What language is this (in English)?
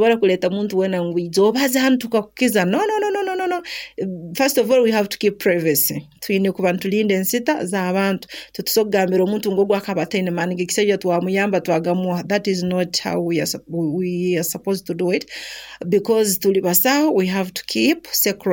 Nyoro